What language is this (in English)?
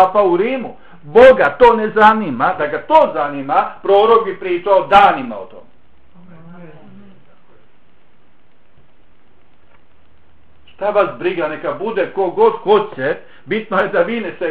Bosnian